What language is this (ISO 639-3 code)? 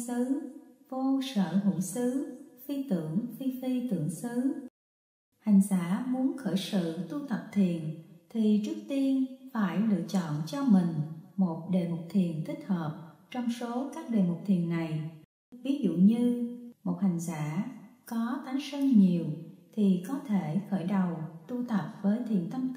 vie